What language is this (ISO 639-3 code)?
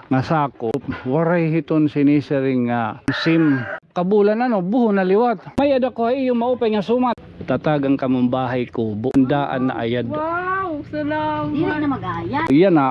war